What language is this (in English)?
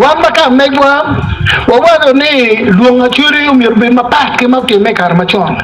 Acoli